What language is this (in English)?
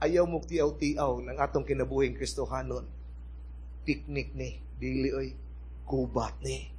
Cebuano